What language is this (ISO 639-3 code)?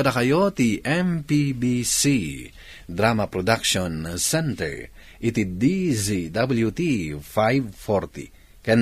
ilo